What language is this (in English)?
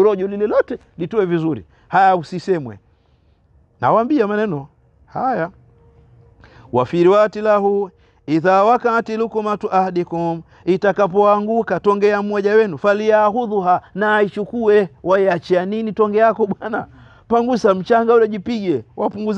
Swahili